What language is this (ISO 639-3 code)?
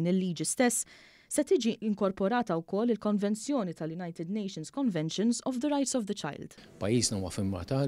mlt